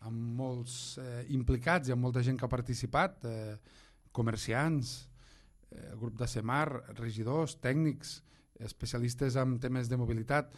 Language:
Catalan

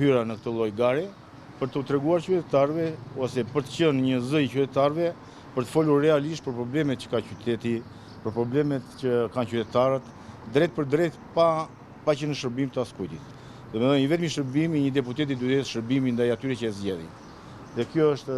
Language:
Albanian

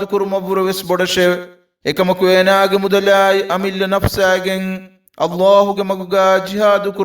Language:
Divehi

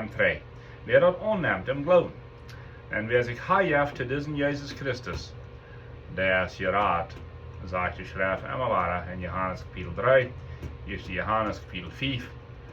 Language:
Plautdietsch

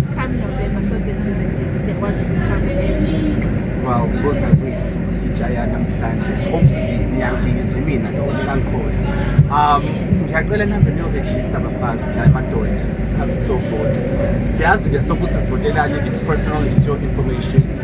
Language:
Zulu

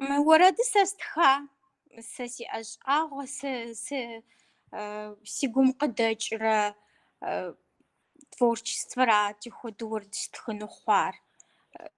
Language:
Kabardian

